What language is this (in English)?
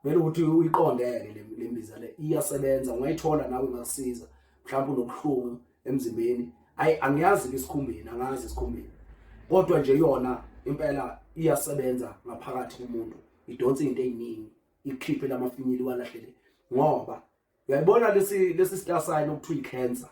Zulu